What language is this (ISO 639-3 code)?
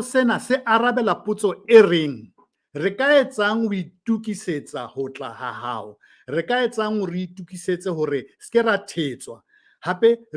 sot